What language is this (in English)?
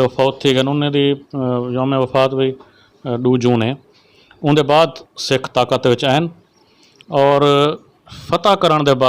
Saraiki